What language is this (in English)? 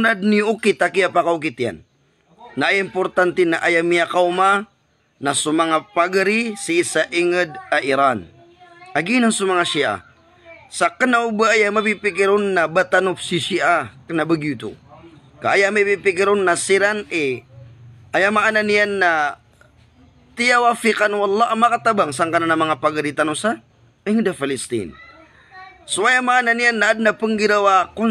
Maranao